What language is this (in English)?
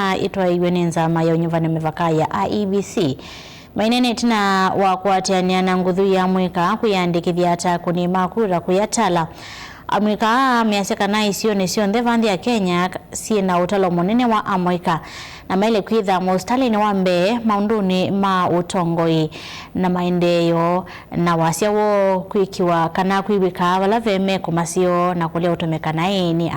Kamba